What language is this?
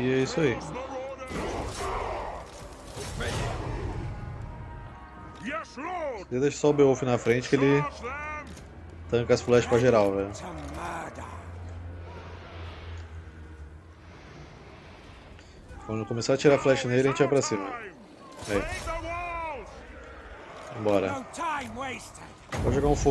Portuguese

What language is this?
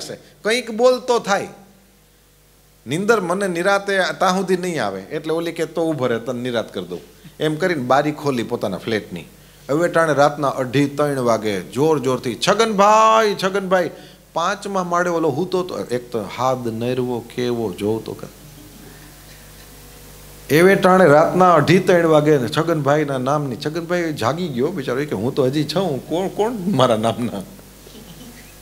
Gujarati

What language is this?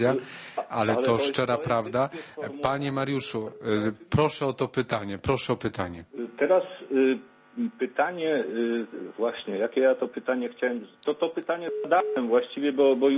Polish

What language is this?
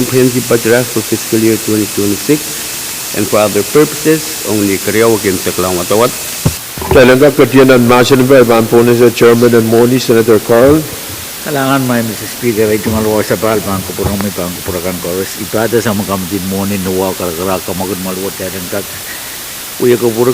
Pohnpeian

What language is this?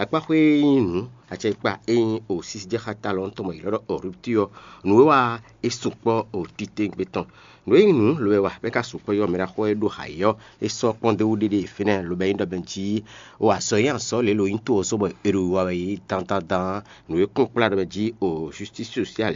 Fon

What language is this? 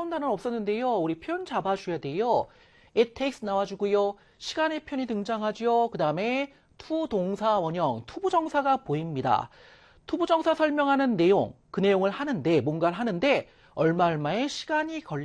Korean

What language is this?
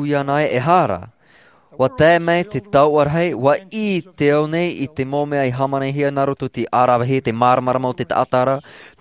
Tahitian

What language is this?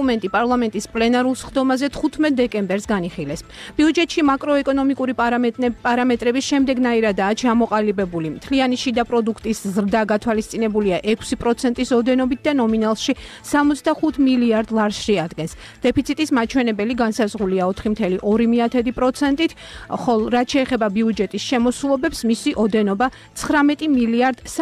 Georgian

